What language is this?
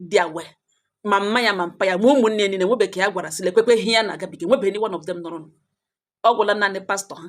Igbo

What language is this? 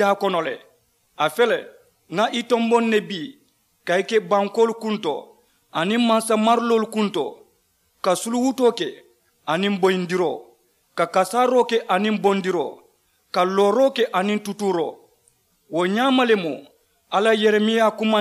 Mandingo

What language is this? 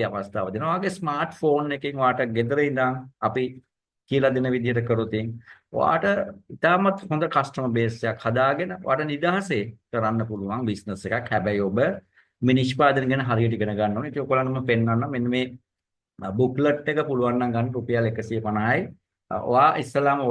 Sinhala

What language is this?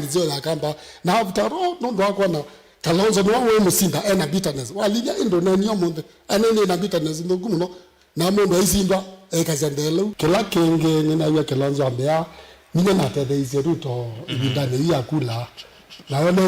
Kamba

